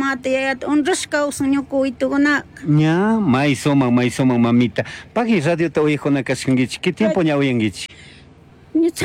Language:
Chimborazo Highland Quichua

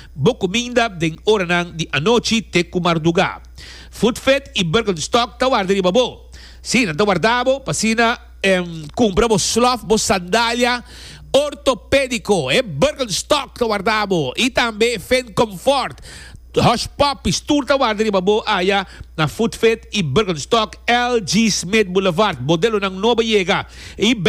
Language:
Papiamento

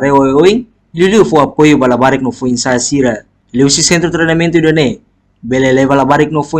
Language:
Tetum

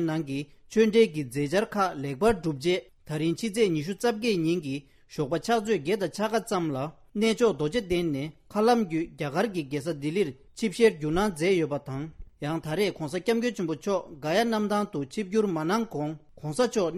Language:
Tibetan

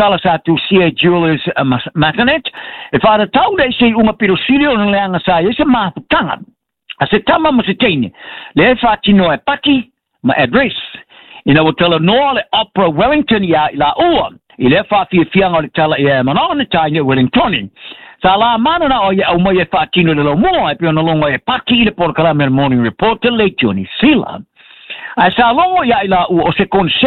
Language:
Samoan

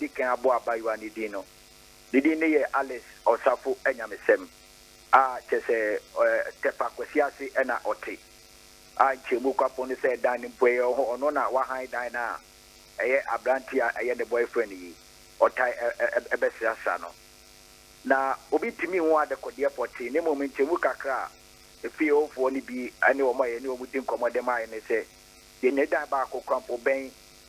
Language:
Akan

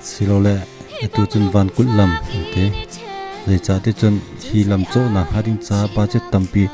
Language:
Hakha Chin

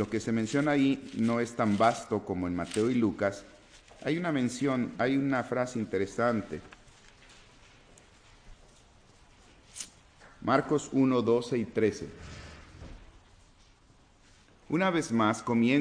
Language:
Spanish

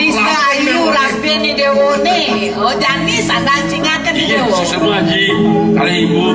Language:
Balinese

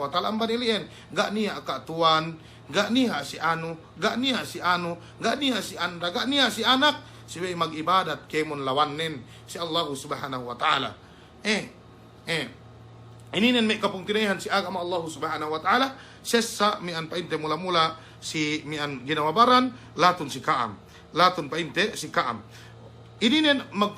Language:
Yakan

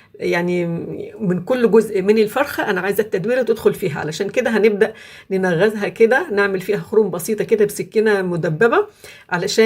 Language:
Egyptian Arabic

